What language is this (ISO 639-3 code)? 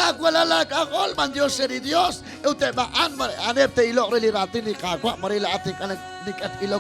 kek